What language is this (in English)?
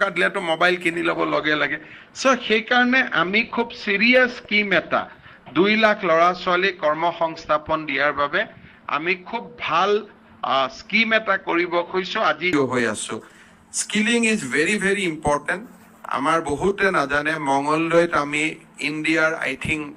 Assamese